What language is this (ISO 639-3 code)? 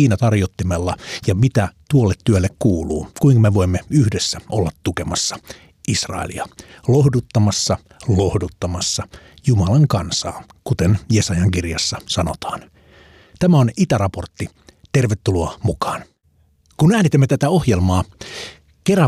fin